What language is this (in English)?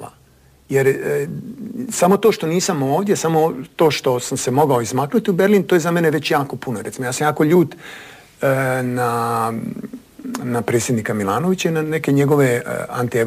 Croatian